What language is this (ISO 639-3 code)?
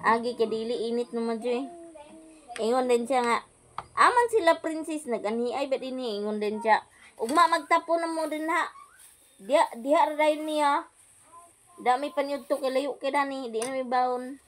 ceb